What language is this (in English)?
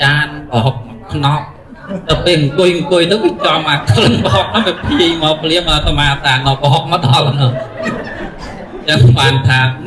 Khmer